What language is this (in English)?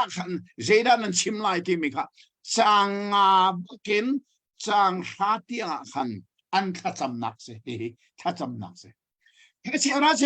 Hakha Chin